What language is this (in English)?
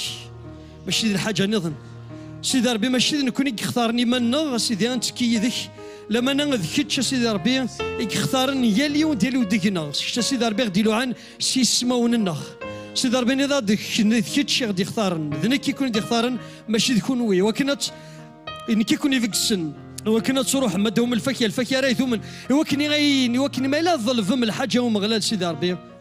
Kabyle